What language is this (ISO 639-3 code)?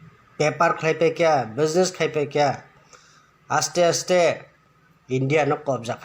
trp